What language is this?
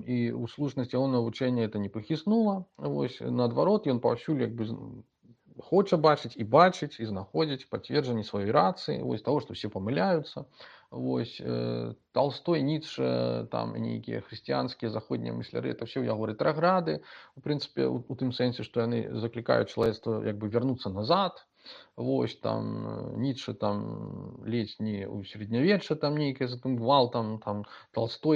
Belarusian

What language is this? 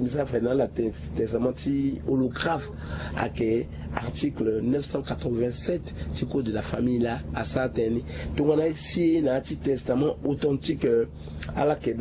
Sango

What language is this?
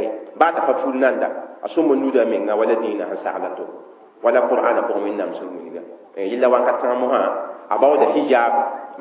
Mossi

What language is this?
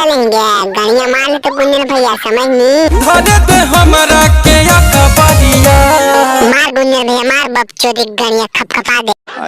Magahi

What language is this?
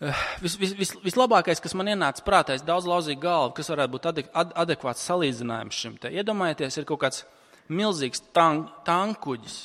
Latvian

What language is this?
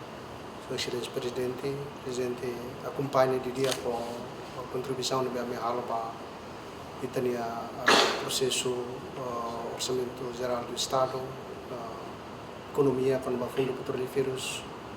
Tetum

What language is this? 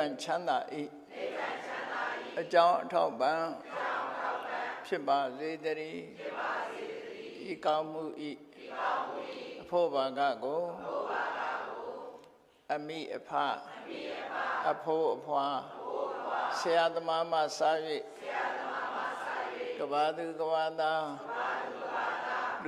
Burmese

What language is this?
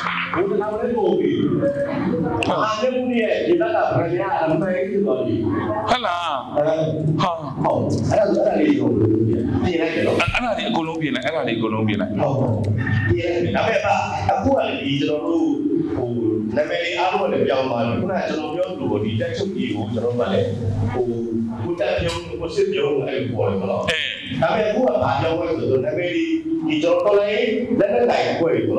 Burmese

